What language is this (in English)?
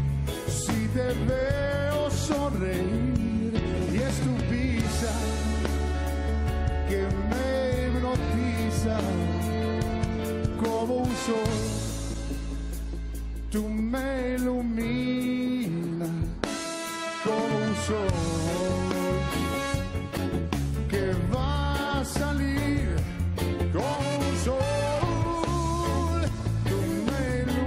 Spanish